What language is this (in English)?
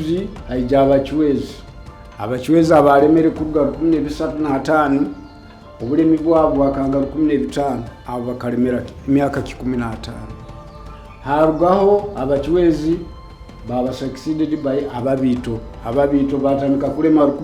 Nyoro